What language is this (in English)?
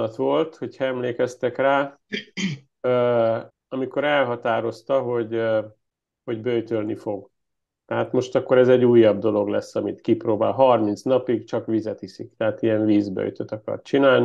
Hungarian